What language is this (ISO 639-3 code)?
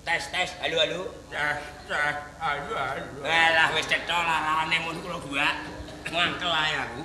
jav